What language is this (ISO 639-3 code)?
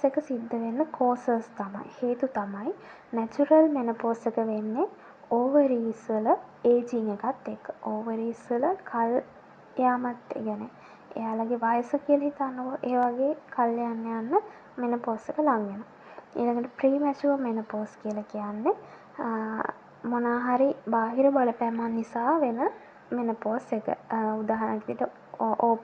sin